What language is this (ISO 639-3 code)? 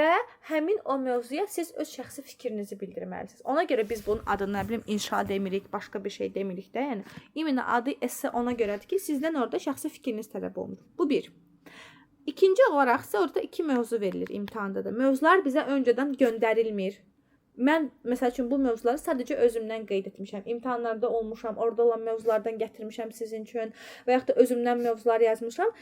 aze